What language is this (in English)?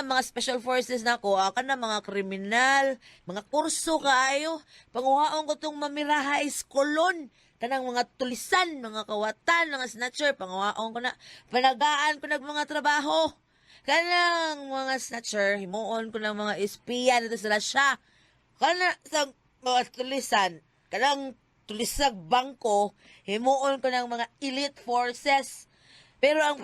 Cebuano